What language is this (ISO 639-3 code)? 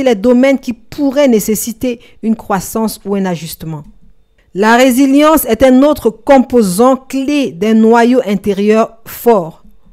fra